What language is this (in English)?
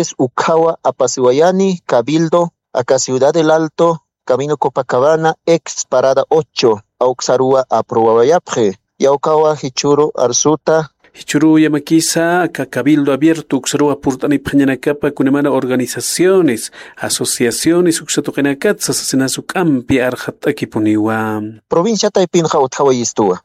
Aymara